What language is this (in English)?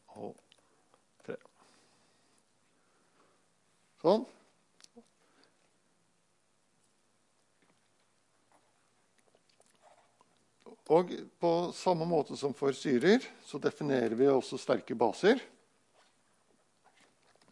Norwegian